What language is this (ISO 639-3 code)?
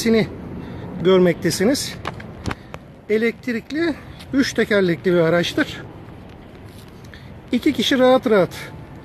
tur